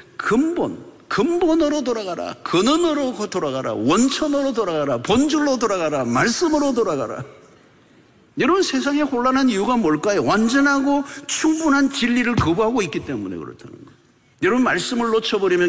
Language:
Korean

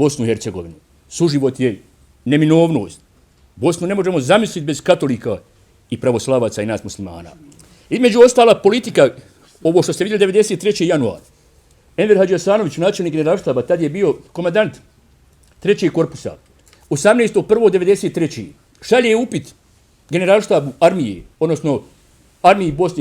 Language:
Bosnian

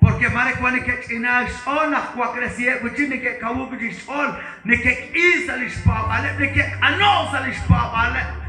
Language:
Kekchí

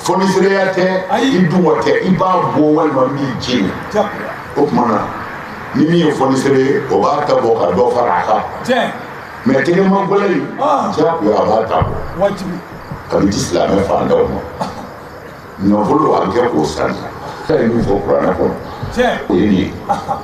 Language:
Bambara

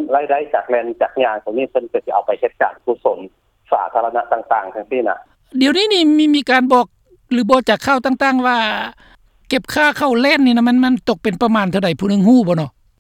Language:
Lao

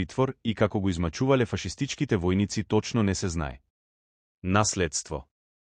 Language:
Macedonian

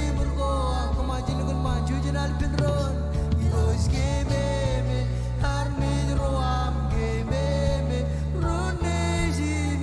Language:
Marshallese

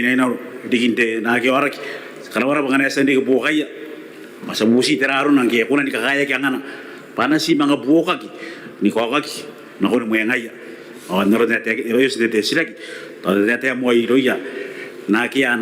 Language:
Gilbertese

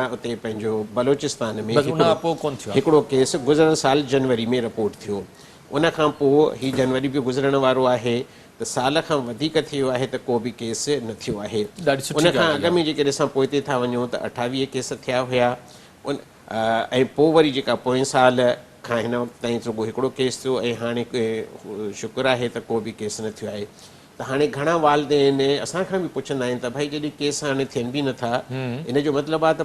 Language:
Sindhi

